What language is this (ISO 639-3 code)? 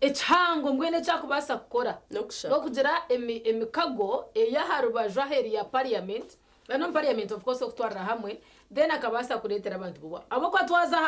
nyn